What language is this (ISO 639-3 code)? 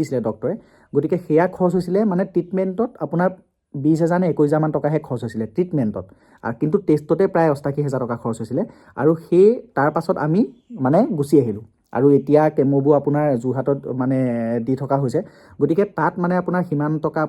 asm